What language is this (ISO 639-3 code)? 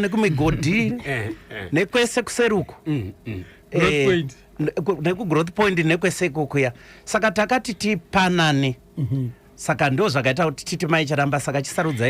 sna